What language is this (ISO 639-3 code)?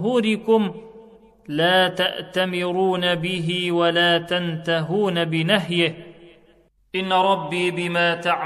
ara